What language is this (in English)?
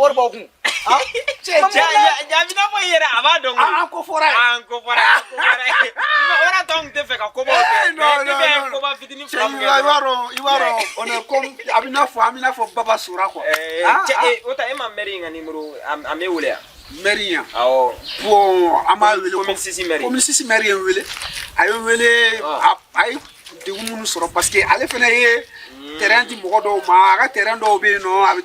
Bambara